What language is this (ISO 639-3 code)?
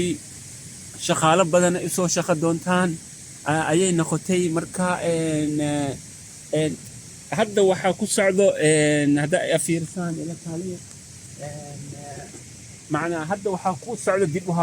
som